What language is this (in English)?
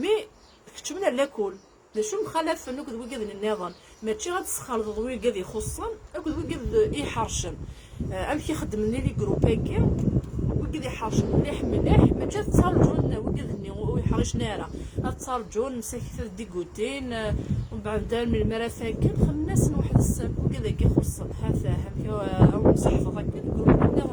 Kabyle